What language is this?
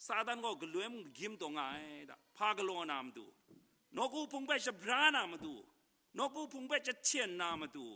Kachin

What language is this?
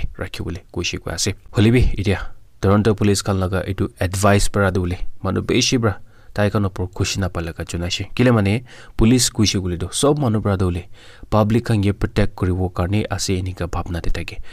Naga Pidgin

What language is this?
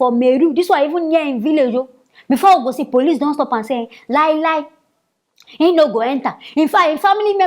Nigerian Pidgin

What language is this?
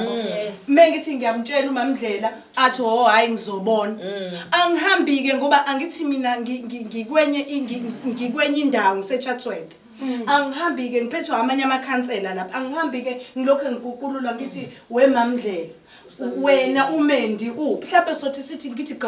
Zulu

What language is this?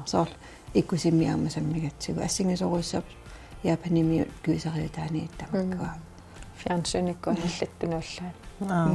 Kalaallisut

